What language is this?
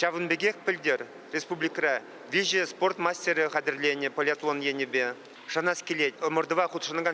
Chuvash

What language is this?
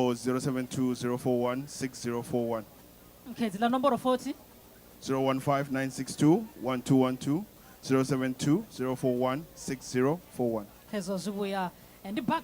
Venda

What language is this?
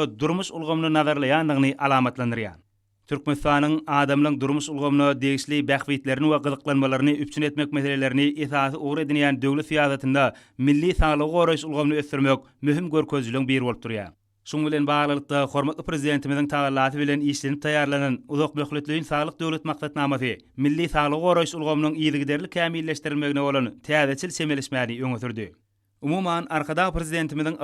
Turkmen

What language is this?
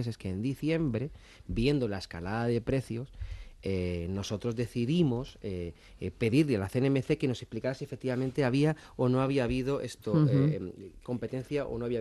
Spanish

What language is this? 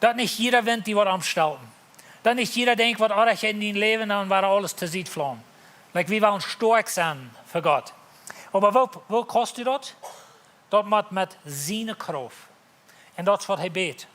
Plautdietsch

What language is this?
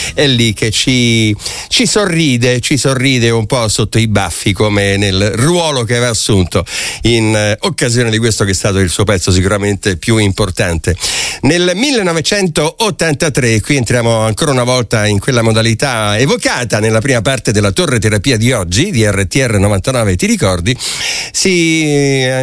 Italian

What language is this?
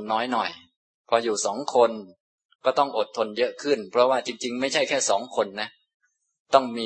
Thai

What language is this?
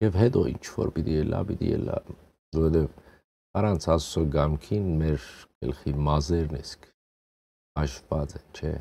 Western Armenian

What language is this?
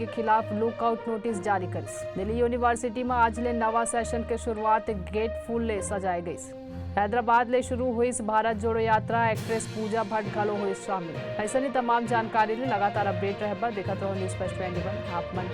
Chhattisgarhi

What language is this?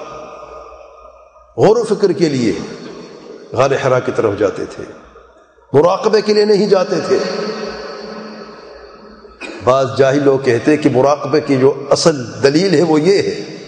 Urdu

